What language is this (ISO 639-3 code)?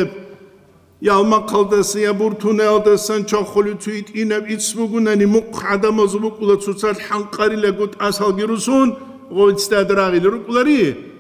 ava